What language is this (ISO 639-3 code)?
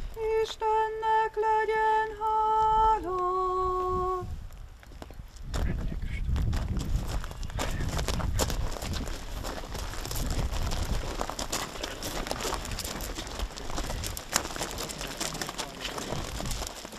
hun